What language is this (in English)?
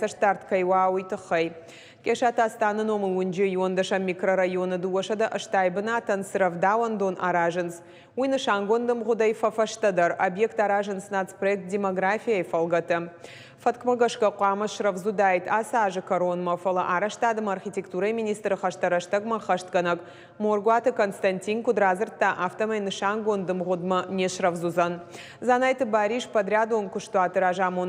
Ossetic